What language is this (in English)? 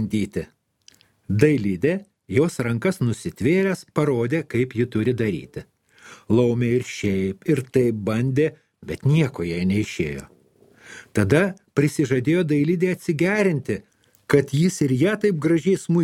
Lithuanian